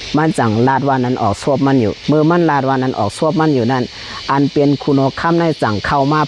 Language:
Shan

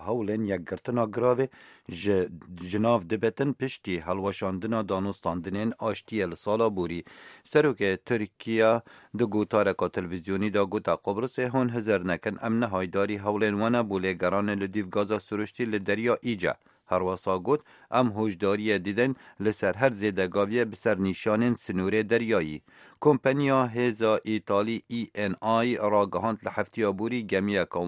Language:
Kurdish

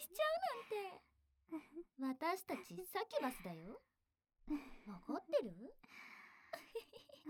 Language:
Japanese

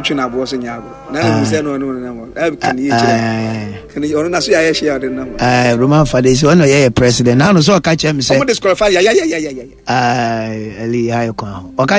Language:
Akan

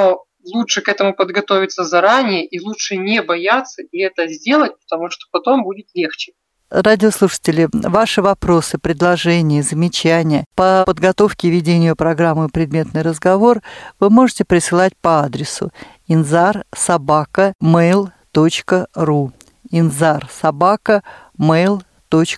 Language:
Russian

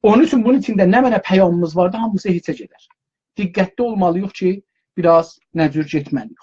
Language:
South Azerbaijani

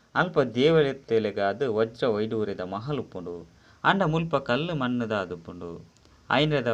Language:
Tulu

